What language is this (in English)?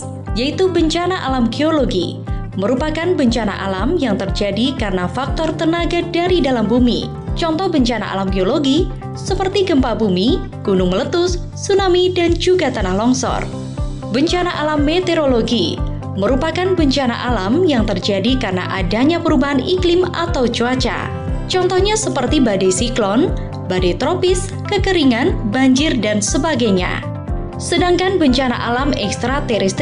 Indonesian